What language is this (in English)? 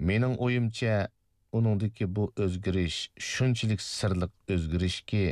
Uyghur